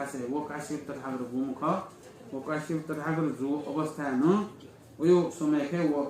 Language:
Newari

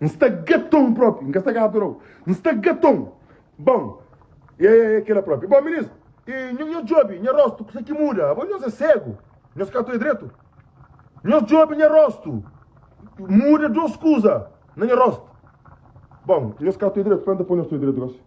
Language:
Kabuverdianu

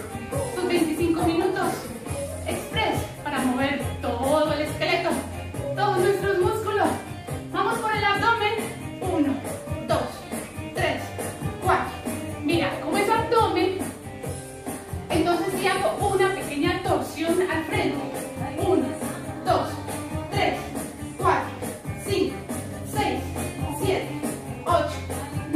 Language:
Spanish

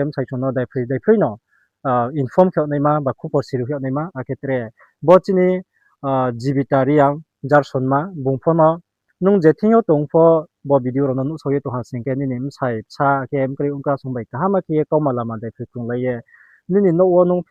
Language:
Riang (India)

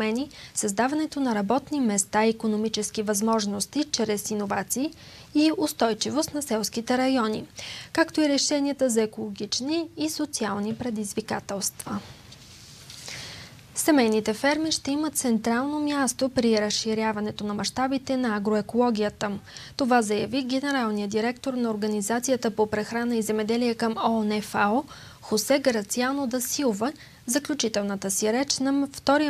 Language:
Bulgarian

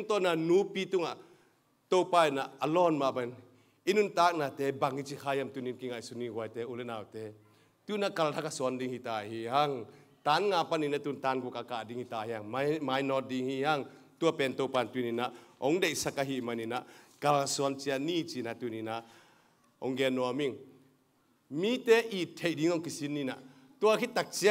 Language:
Tedim Chin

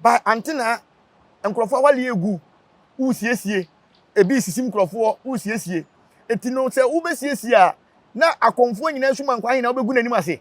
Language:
Akan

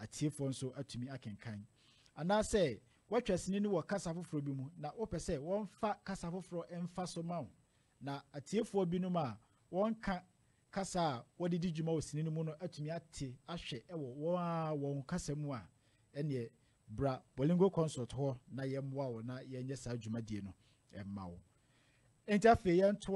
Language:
Akan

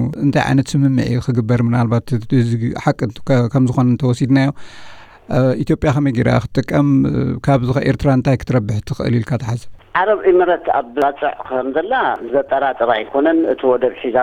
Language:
Tigrinya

